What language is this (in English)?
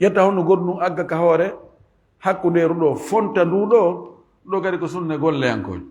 Fula